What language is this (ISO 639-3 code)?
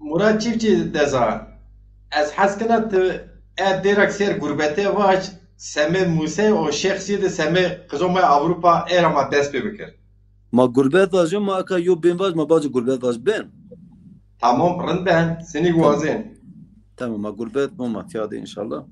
zza